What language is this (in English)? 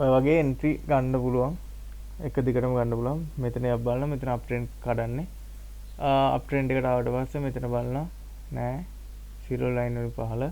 Sinhala